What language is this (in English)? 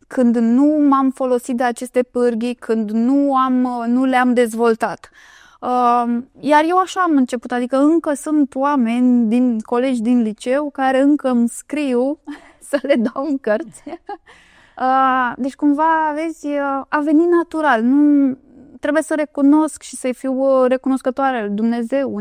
Romanian